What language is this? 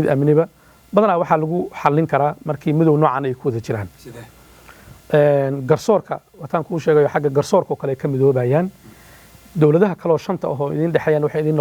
Somali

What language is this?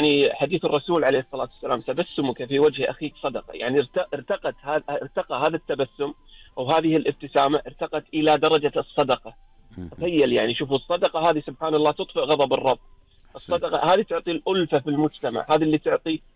Gulf Arabic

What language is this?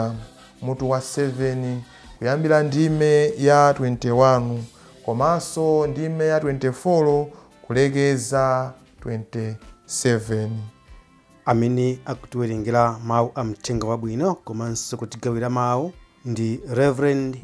Nyanja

